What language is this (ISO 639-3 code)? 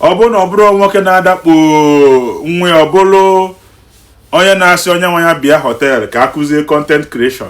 ibo